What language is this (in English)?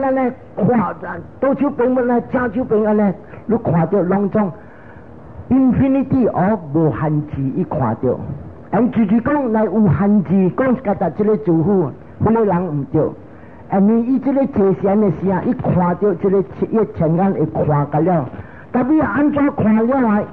Min Nan Chinese